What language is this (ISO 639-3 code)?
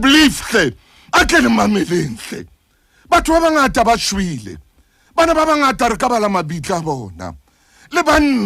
sot